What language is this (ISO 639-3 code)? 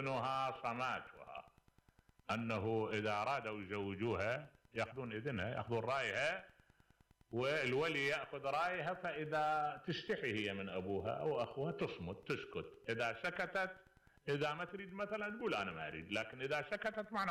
acm